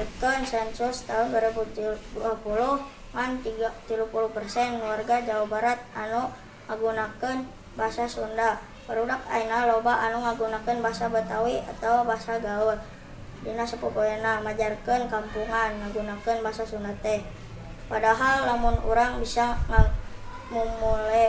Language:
Sundanese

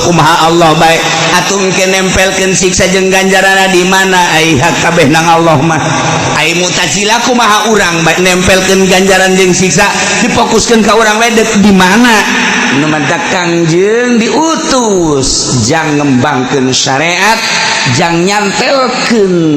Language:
Sundanese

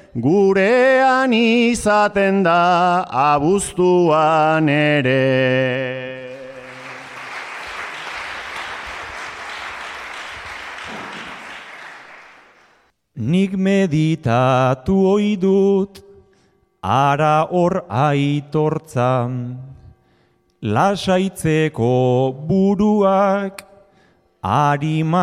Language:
Basque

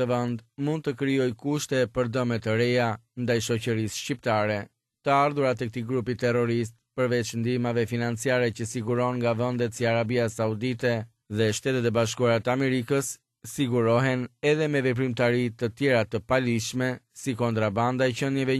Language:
Albanian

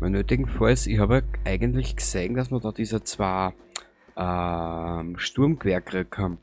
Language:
Bavarian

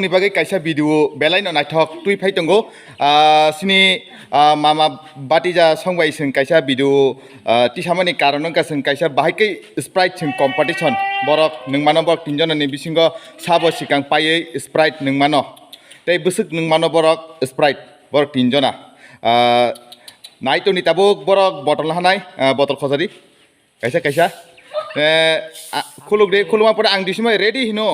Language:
Kok Borok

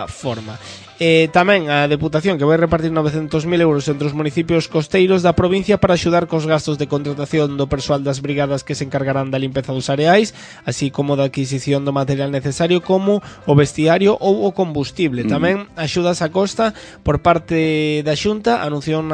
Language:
Galician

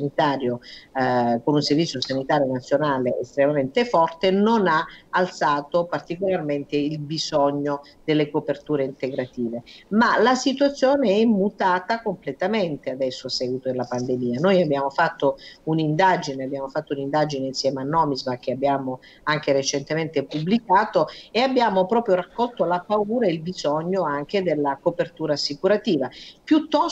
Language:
Italian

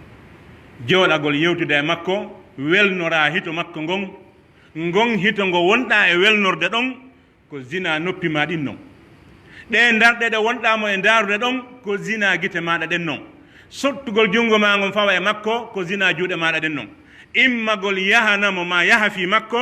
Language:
Pular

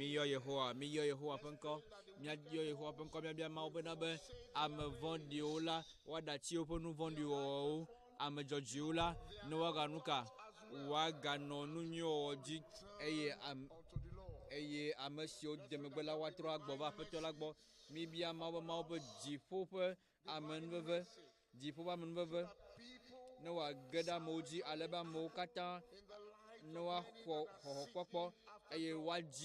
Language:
Ewe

